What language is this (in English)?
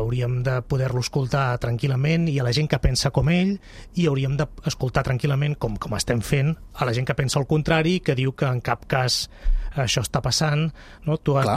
Catalan